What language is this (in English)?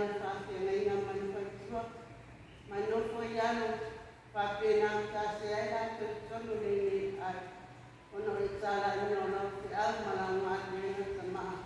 Samoan